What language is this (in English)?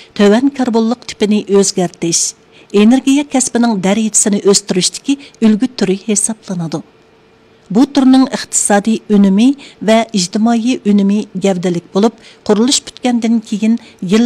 Uyghur